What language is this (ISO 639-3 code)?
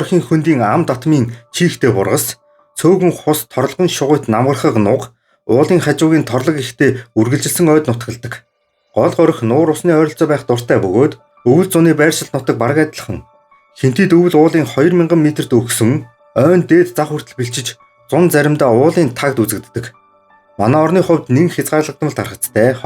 mon